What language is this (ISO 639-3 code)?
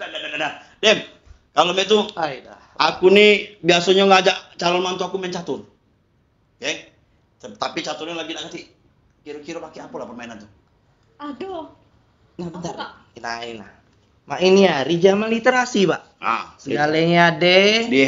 mui